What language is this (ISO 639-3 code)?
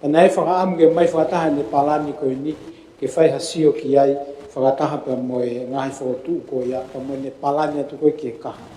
ton